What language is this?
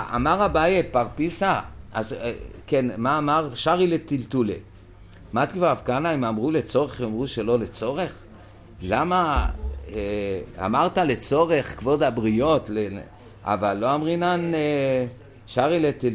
Hebrew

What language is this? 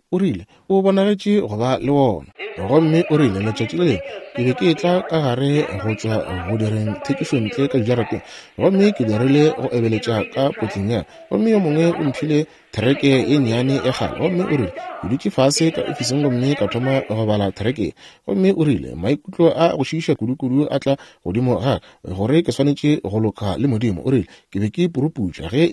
Northern Sotho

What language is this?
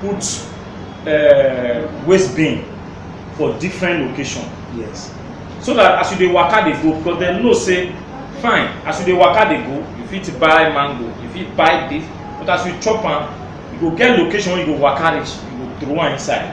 Nigerian Pidgin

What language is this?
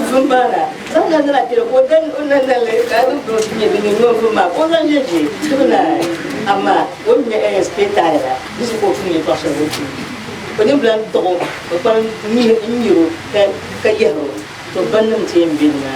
Dagbani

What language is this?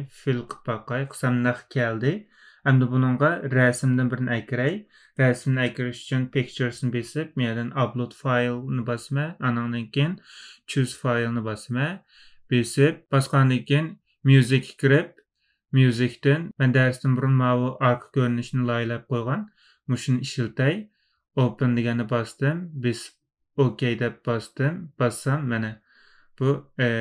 Uyghur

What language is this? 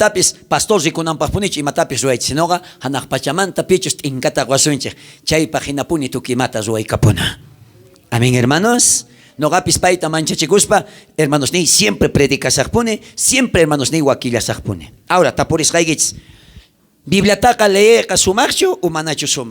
South Bolivian Quechua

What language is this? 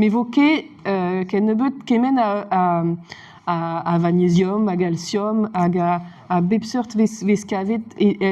Breton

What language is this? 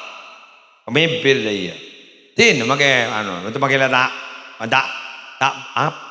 Madurese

